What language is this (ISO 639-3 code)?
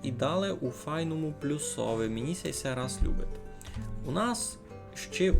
rue